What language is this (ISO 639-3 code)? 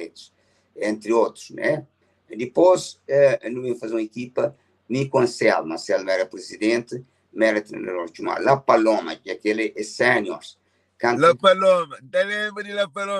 kea